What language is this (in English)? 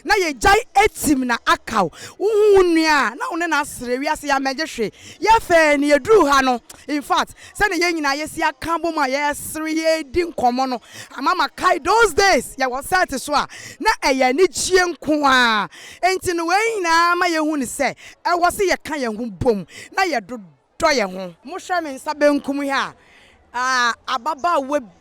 Akan